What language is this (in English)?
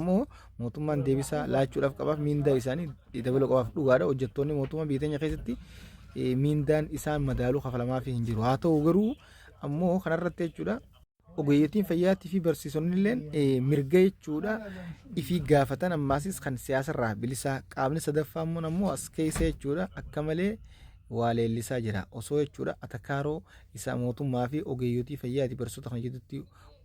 Oromo